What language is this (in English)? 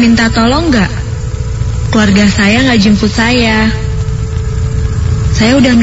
Indonesian